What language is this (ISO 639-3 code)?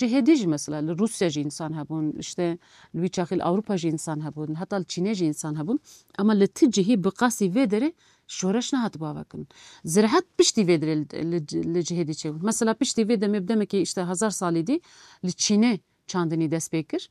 kur